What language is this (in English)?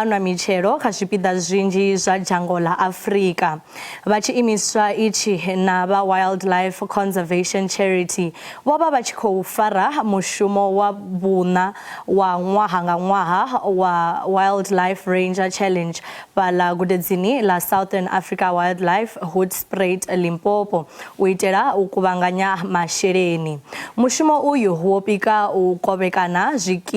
Venda